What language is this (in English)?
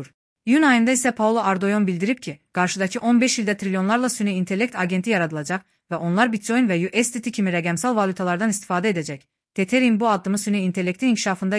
Azerbaijani